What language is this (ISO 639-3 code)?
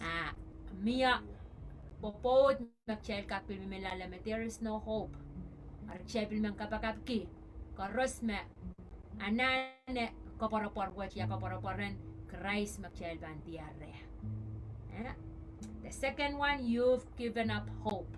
pon